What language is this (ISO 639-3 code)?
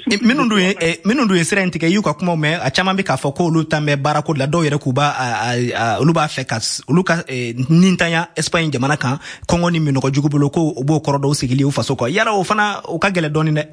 bam